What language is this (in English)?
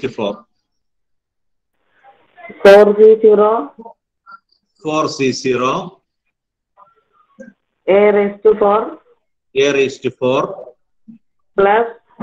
Malayalam